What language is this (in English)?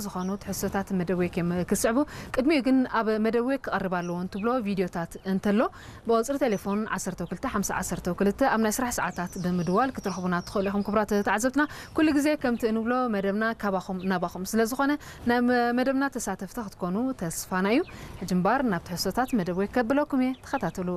Tigrinya